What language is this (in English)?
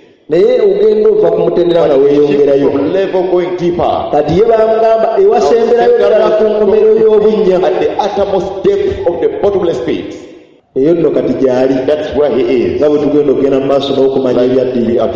Ganda